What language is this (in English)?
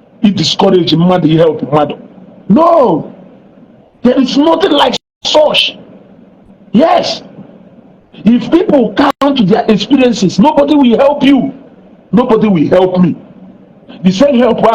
Igbo